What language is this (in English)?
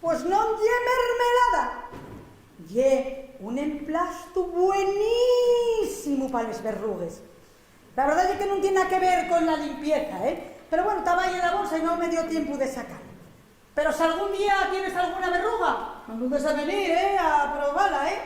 Asturian